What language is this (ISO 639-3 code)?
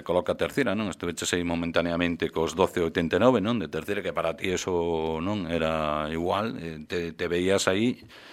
glg